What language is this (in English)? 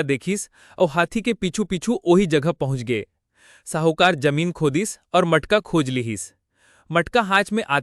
Chhattisgarhi